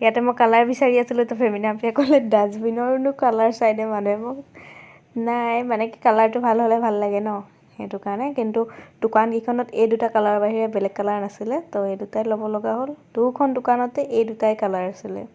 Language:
Assamese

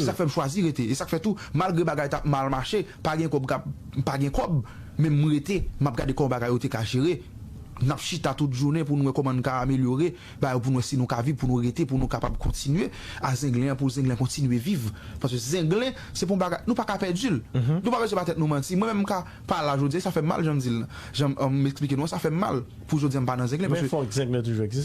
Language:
Haitian Creole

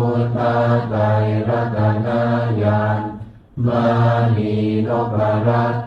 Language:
Pali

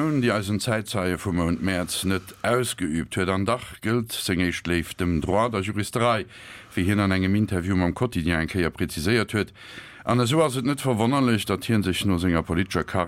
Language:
Luxembourgish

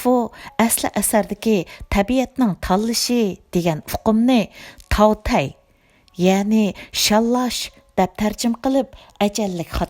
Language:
Uyghur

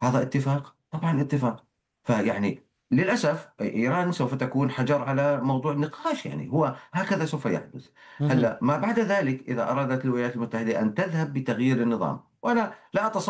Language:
Arabic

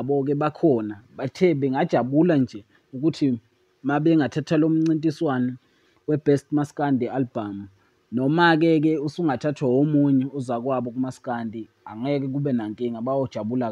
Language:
Zulu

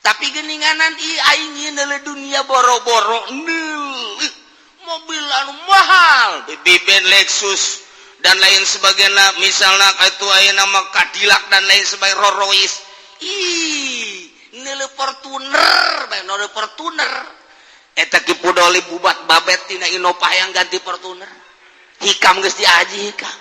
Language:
Sundanese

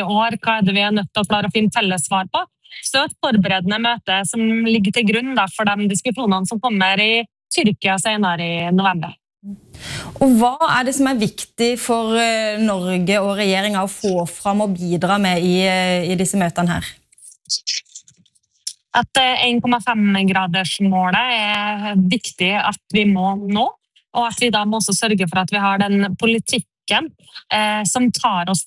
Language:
Norwegian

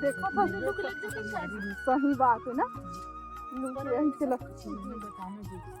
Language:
Chhattisgarhi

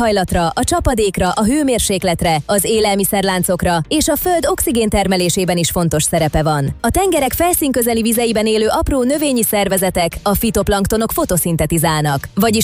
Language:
Hungarian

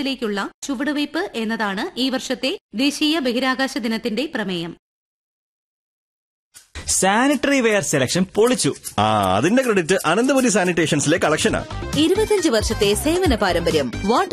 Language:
Malayalam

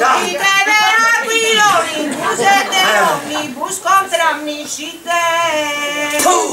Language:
Sardinian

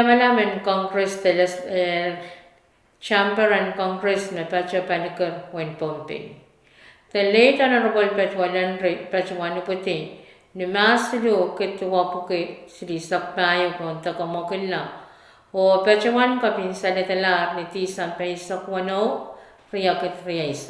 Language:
Pohnpeian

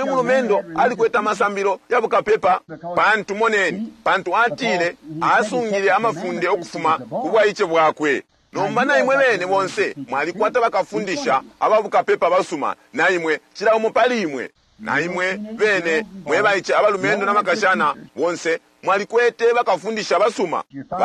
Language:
Bemba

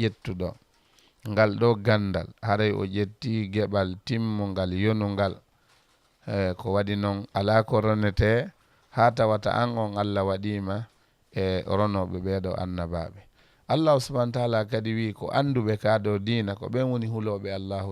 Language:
Fula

